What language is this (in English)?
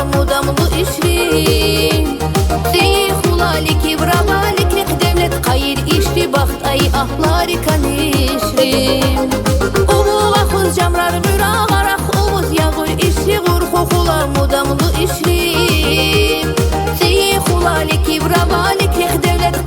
Tabassaran